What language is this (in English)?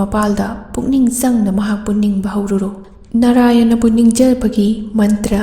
Manipuri